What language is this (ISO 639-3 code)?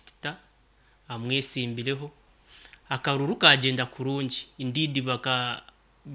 nyn